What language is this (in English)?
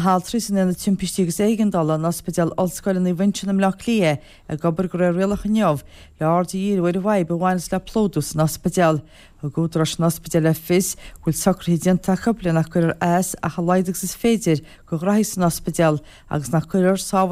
Irish